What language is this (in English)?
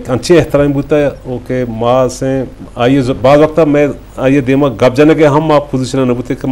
Eastern Balochi